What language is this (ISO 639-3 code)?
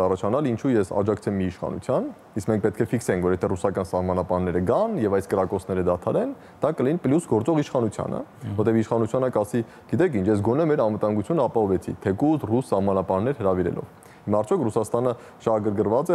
hye